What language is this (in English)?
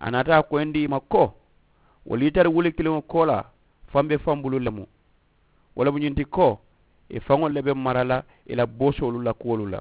Mandingo